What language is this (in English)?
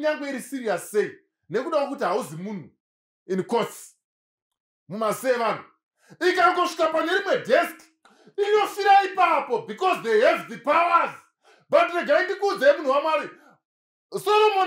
Shona